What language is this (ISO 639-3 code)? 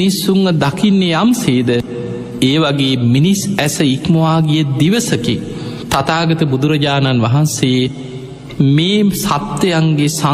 sin